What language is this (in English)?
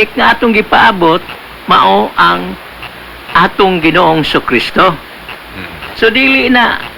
Cebuano